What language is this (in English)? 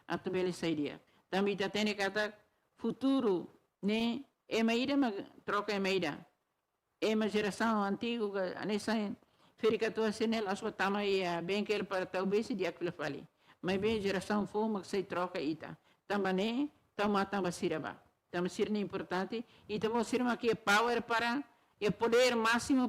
Tetum